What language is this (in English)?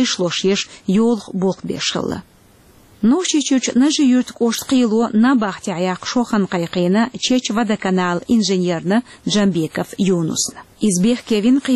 Chechen